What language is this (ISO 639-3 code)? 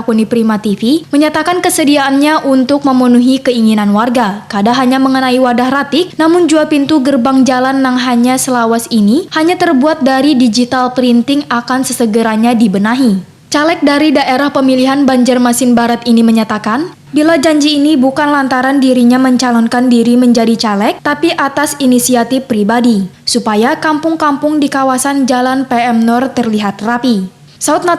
bjn